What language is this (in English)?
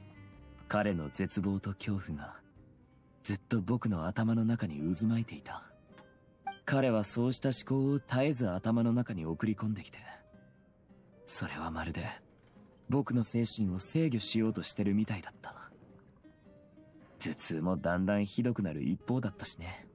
Japanese